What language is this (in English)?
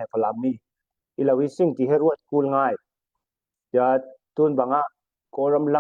Falam Chin